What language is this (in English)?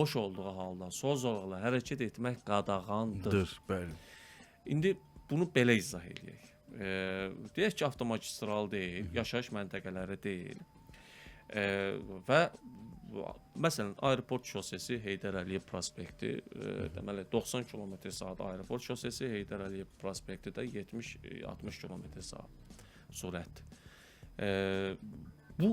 Azerbaijani